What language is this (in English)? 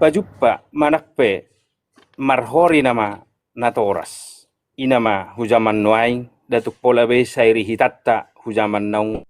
Batak Toba